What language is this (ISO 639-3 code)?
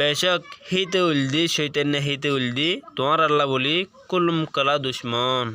rhg